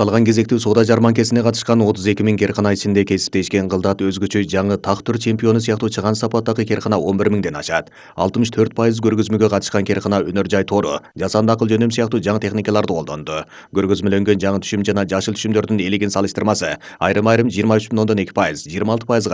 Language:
Kyrgyz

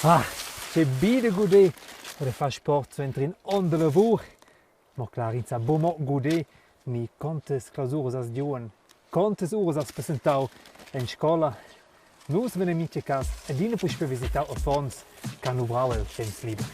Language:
Romansh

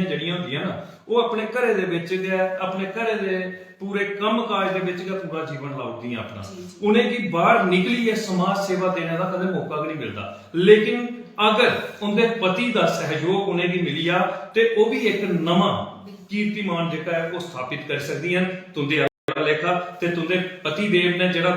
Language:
Dogri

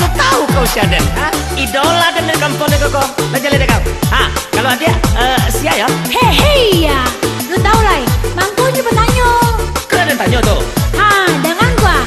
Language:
Minangkabau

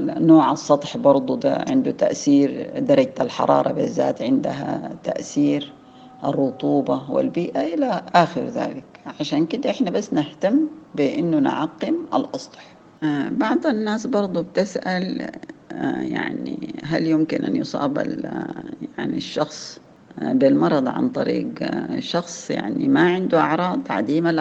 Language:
Sudanese Arabic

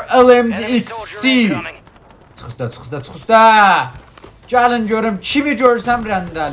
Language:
South Azerbaijani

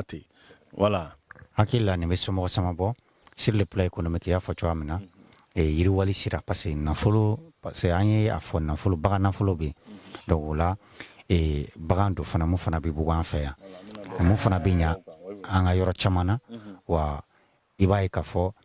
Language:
Bambara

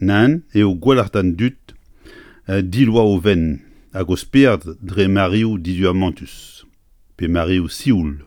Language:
Breton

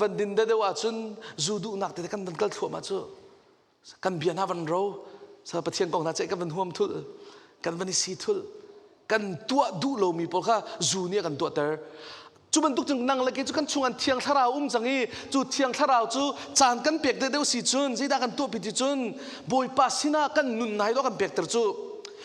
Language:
Hakha Chin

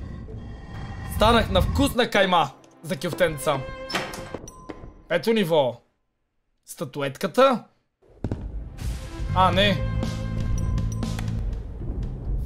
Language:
Bulgarian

